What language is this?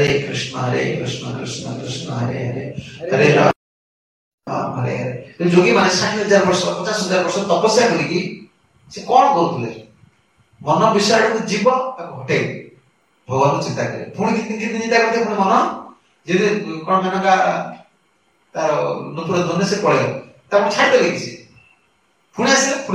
Odia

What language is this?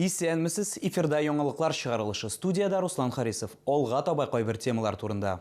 Tatar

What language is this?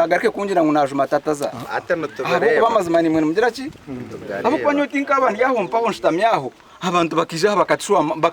Nyankole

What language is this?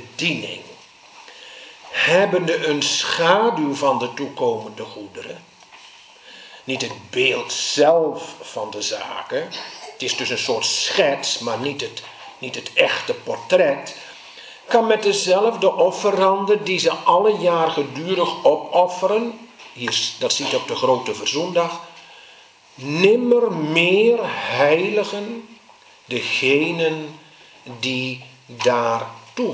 Dutch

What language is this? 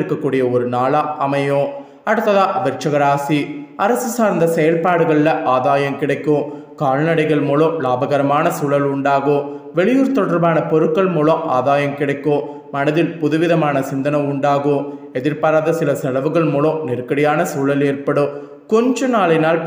Tamil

